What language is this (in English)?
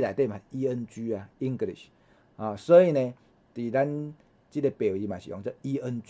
Min Nan Chinese